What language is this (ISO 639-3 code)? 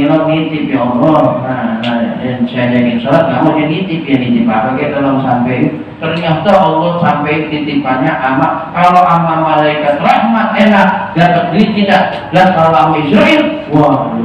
bew